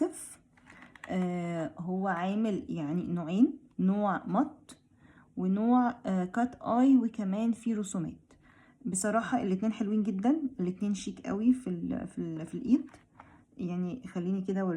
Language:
Egyptian Arabic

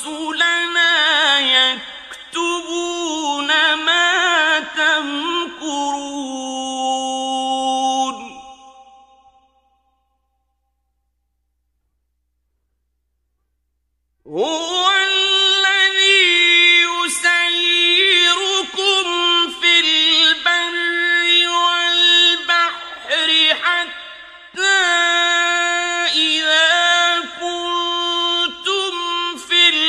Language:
Arabic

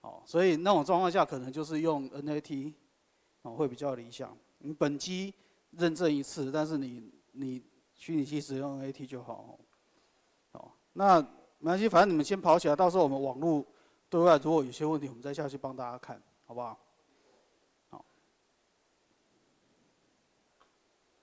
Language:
Chinese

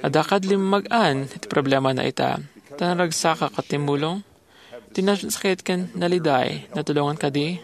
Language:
Iloko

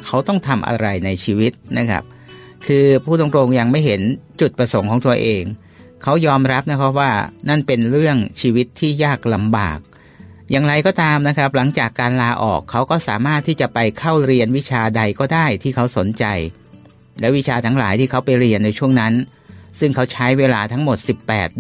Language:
Thai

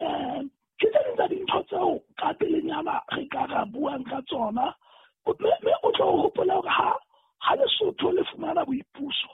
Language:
Southern Sotho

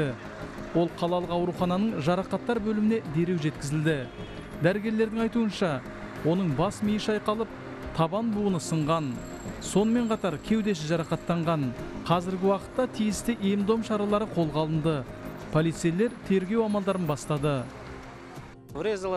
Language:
Kazakh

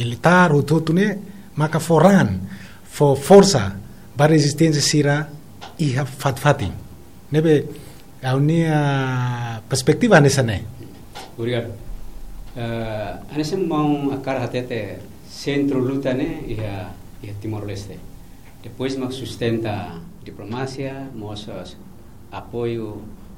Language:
Tetum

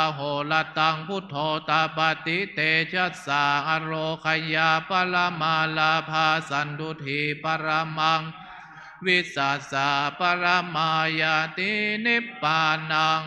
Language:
Pali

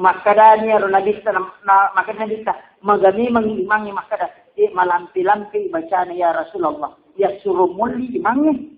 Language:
Buginese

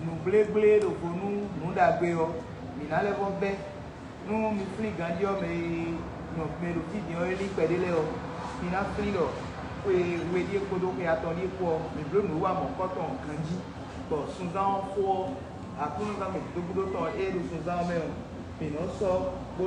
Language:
Fon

